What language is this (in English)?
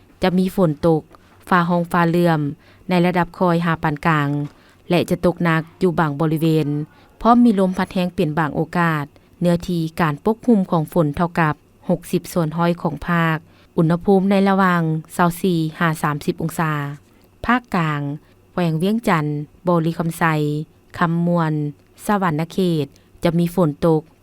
Lao